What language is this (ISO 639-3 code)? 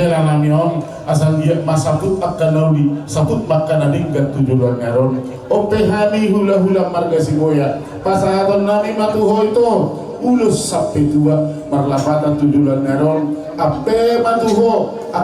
bbc